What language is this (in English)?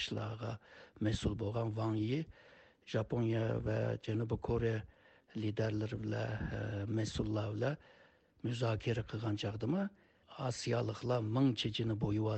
Uyghur